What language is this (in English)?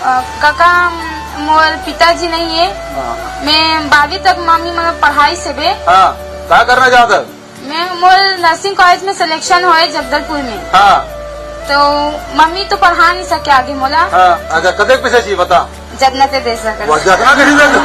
Chhattisgarhi